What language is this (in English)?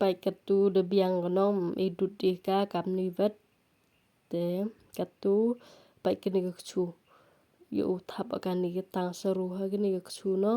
Pnar